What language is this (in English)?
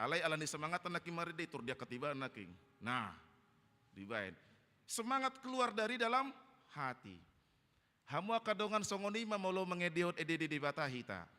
Batak Toba